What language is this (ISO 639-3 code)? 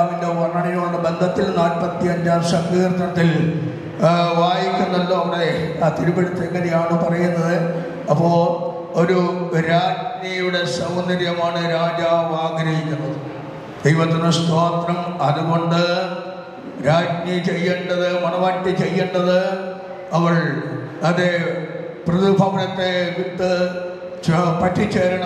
mal